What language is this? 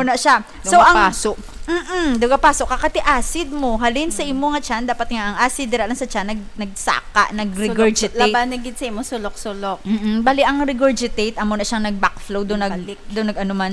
Hiligaynon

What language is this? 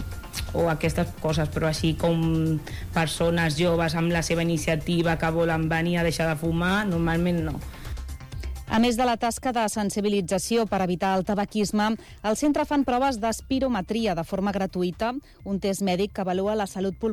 Catalan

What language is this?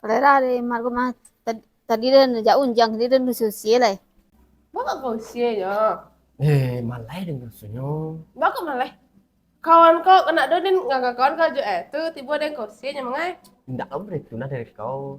Minangkabau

